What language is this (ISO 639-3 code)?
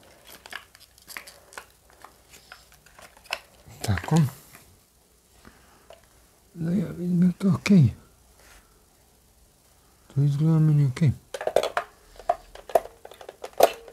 hrv